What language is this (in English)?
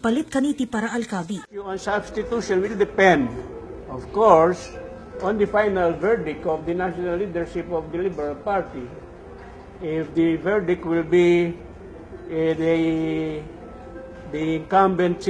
Pampanga